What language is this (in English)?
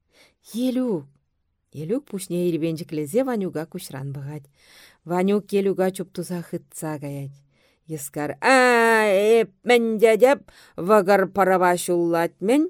Chuvash